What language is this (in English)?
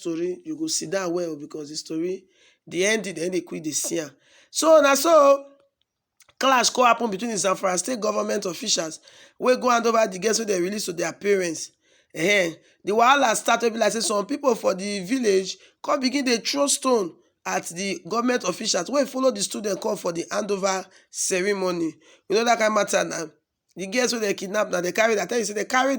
Nigerian Pidgin